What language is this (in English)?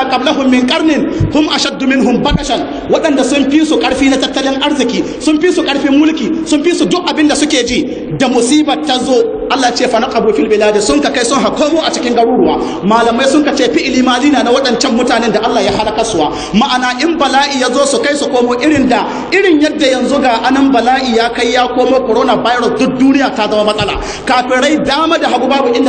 Hausa